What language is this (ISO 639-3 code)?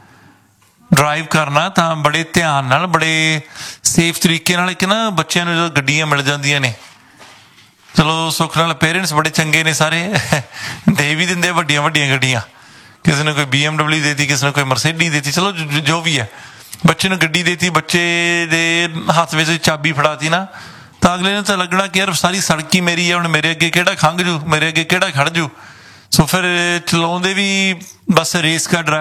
pan